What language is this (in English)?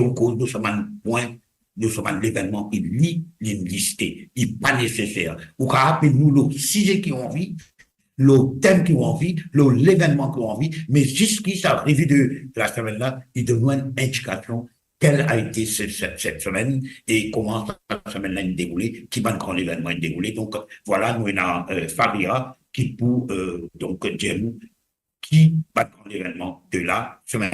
Morisyen